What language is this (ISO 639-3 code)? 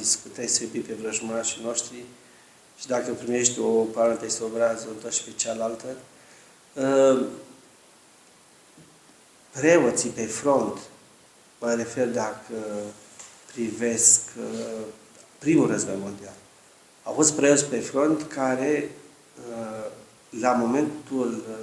ron